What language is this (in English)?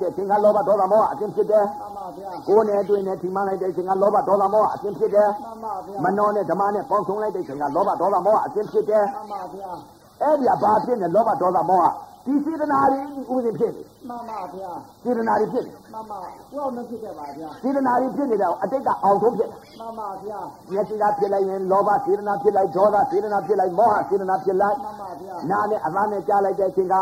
Burmese